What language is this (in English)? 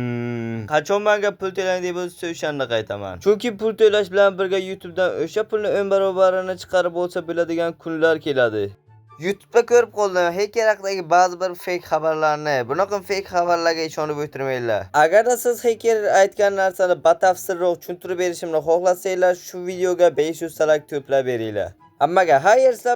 Uzbek